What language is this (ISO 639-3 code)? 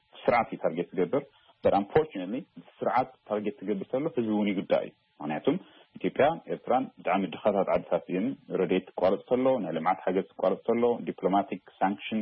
tir